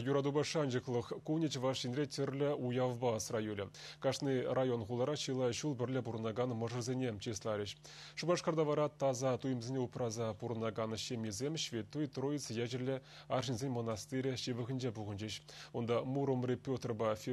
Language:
Chuvash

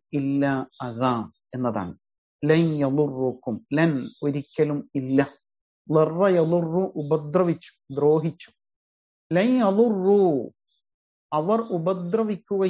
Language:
Malayalam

